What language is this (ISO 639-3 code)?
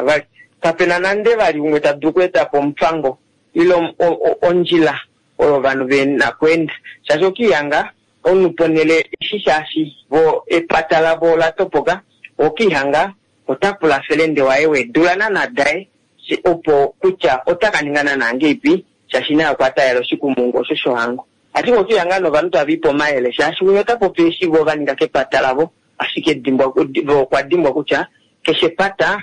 kua